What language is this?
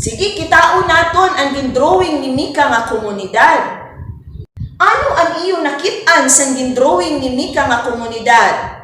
Waray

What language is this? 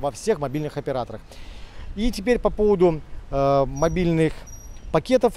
Russian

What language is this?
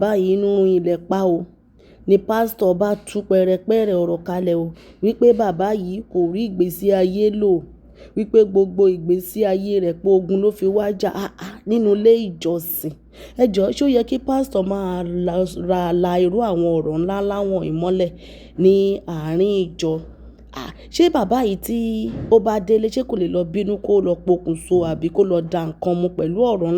Yoruba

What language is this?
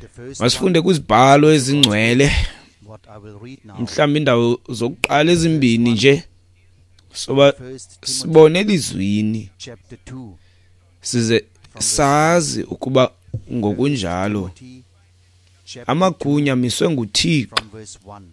Xhosa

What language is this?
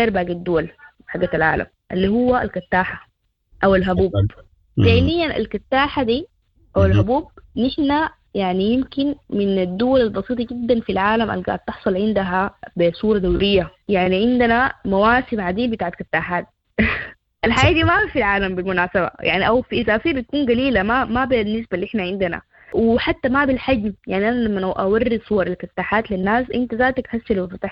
Sudanese Arabic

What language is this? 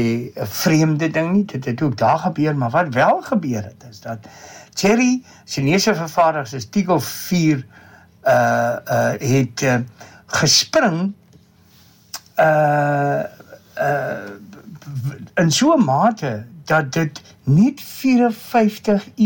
Afrikaans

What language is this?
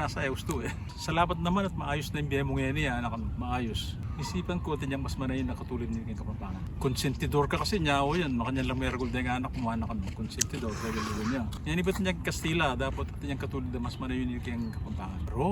Pampanga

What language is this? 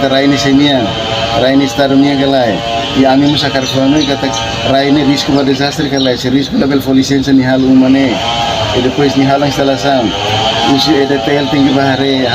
Tetum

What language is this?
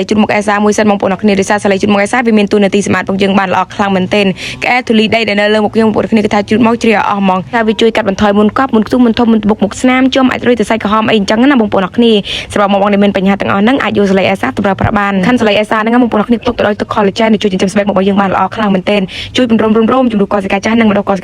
Khmer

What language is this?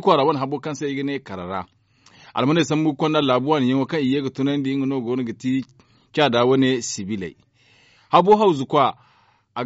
Zarma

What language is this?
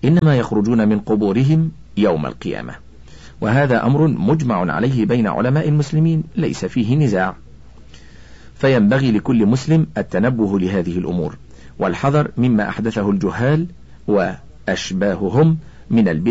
Arabic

